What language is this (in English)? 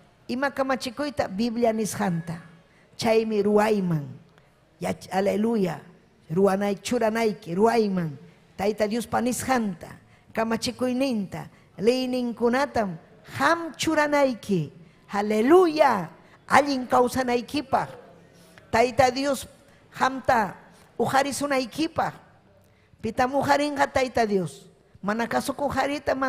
Ayacucho Quechua